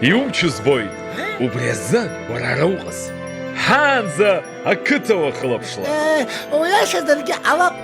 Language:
Abkhazian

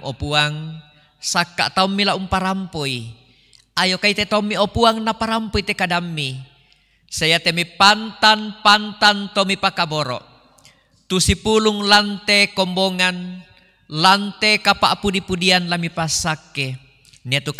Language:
Toraja-Sa'dan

